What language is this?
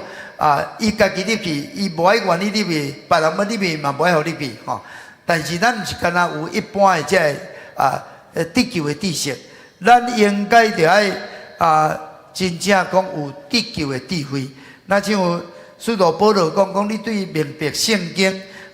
Min Nan Chinese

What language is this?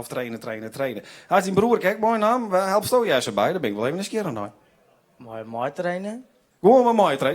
Western Frisian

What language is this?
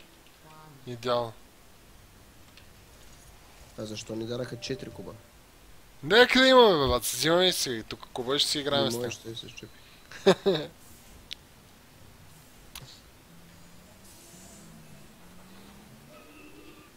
Bulgarian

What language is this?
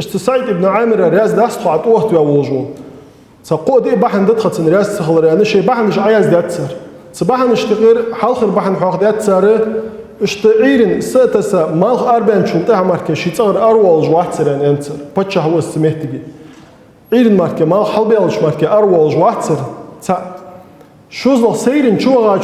Ingush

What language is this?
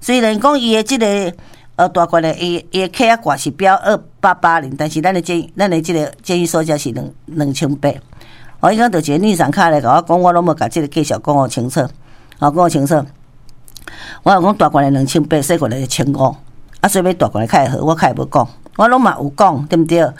Min Nan Chinese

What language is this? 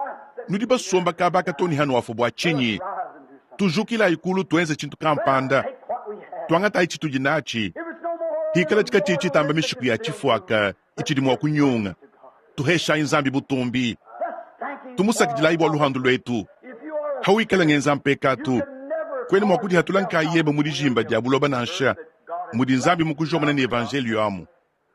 Luba-Lulua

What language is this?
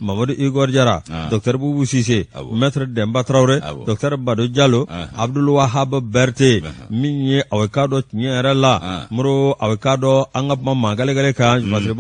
Bambara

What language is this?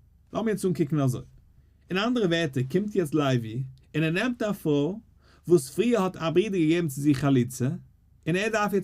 Yiddish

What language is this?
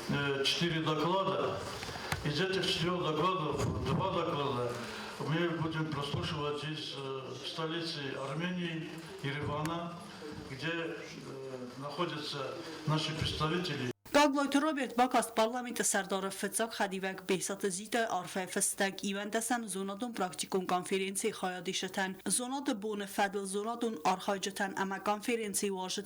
Ossetic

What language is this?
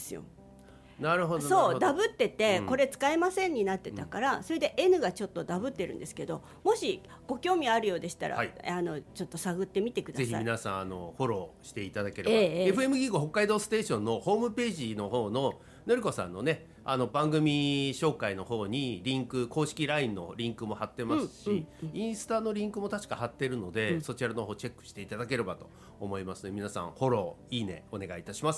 Japanese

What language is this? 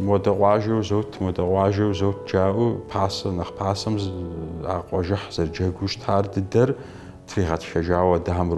Kabardian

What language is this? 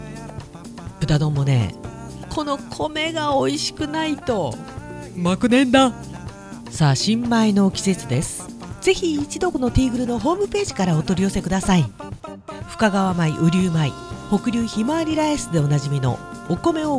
Japanese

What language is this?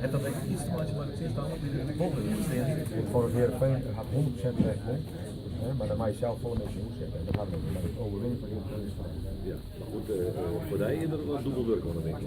Western Frisian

